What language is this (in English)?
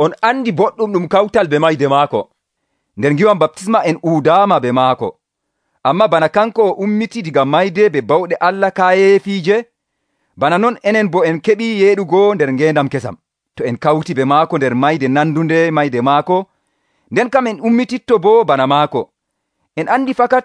Nigerian Fulfulde